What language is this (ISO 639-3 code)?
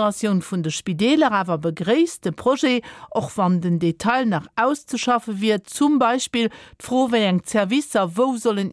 ltz